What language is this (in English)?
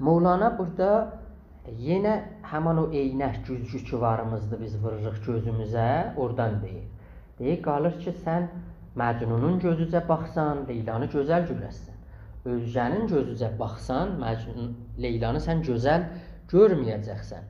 South Azerbaijani